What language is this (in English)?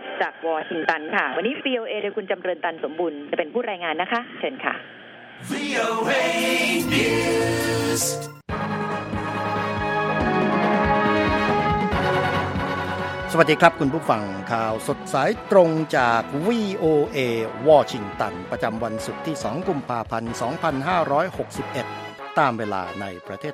Thai